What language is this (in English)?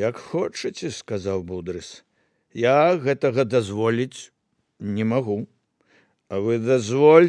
Belarusian